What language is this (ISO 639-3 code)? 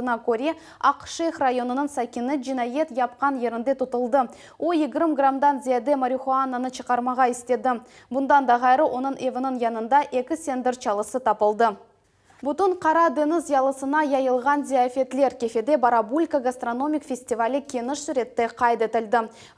crh